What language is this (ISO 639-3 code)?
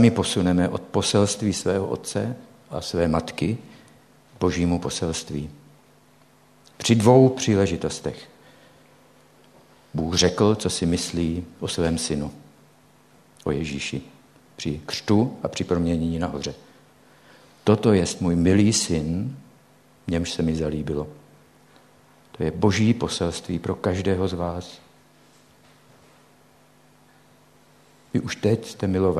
ces